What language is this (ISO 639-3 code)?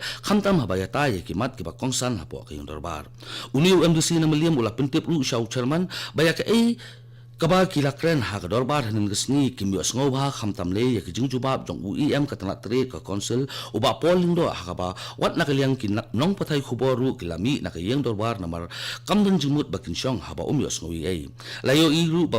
kha